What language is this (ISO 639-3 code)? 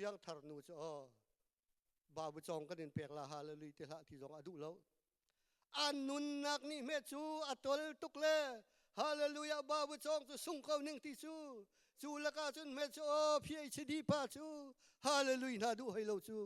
cnh